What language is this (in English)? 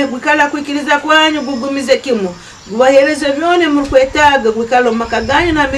Nyankole